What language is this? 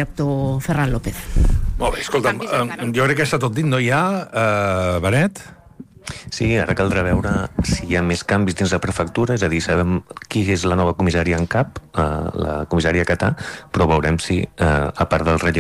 Catalan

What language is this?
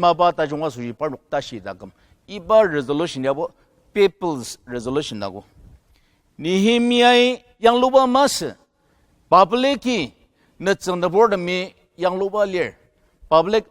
Ao Naga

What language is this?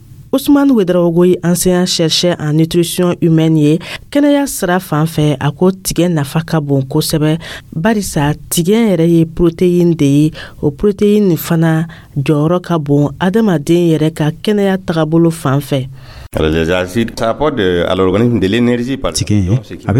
Dyula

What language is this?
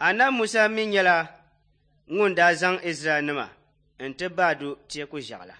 Dagbani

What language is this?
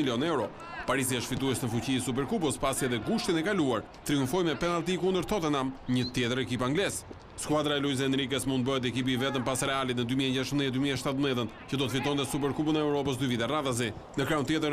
Albanian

